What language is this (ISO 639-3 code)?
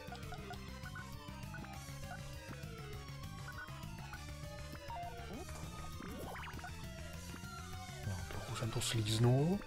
ces